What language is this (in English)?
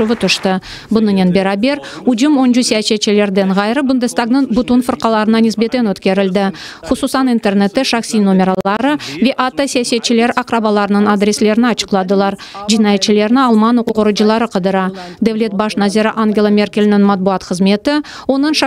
Crimean Tatar